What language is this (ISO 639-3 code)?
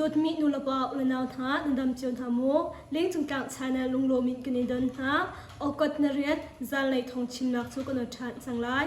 cnh